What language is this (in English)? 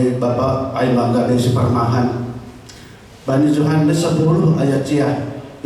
Batak Simalungun